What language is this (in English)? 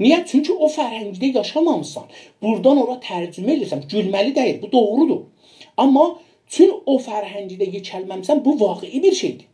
South Azerbaijani